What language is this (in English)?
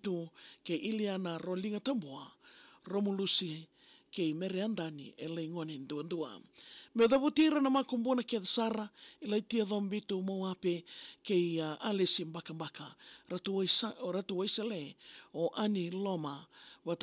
Fijian